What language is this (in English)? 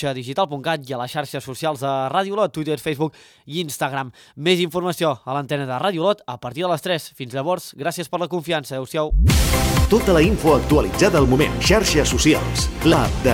Catalan